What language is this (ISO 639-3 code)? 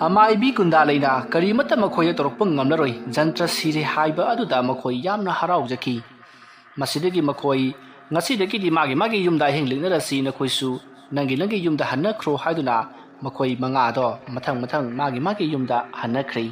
mni